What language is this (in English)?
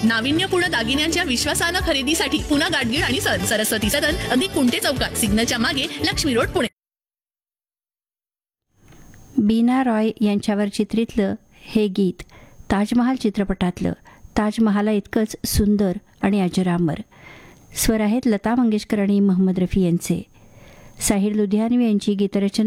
Marathi